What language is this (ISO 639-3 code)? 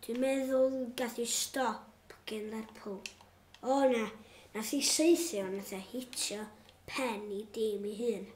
cym